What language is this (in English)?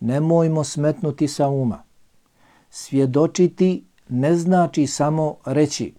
Bosnian